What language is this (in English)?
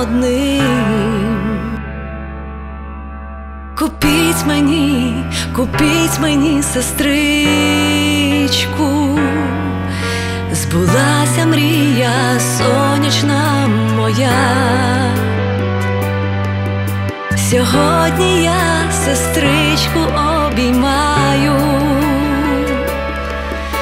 Ukrainian